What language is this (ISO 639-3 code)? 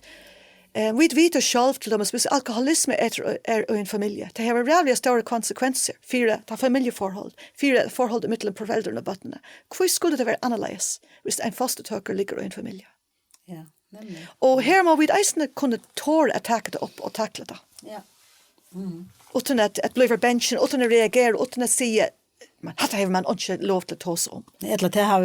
fao